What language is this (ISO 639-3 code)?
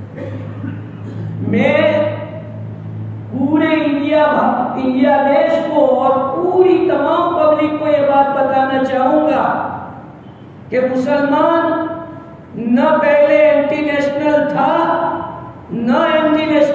urd